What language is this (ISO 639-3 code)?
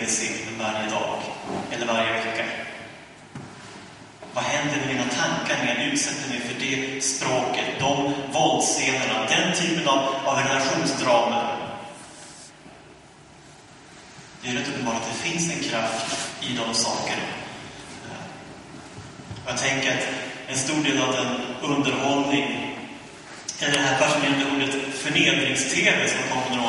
swe